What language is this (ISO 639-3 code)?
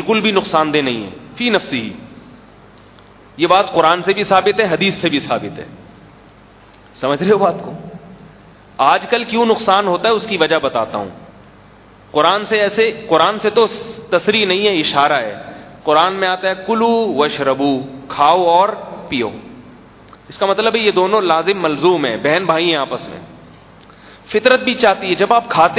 urd